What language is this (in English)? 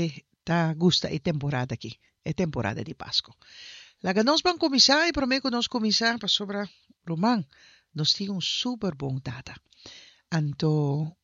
Papiamento